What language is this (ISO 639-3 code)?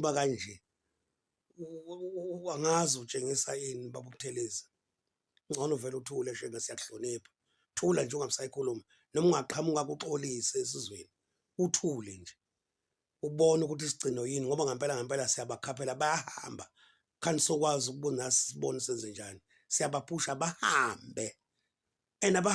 zul